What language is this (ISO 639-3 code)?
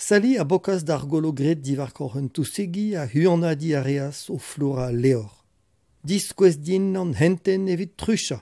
bre